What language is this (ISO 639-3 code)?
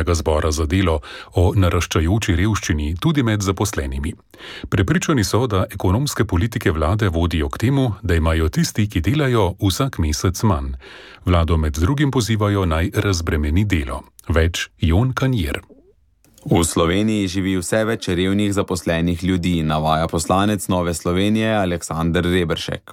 slv